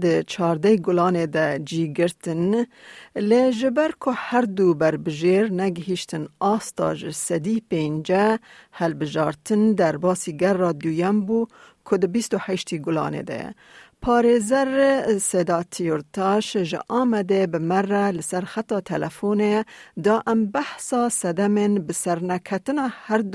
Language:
Kurdish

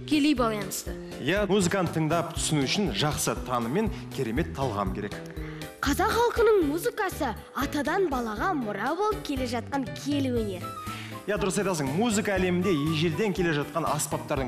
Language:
Kazakh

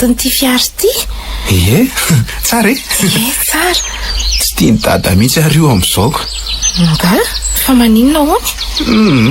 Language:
Malagasy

